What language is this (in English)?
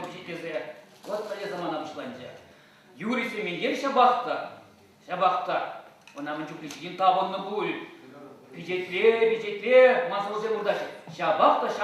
Chuvash